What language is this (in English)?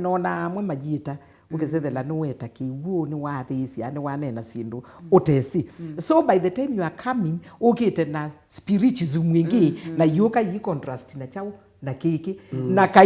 Kamba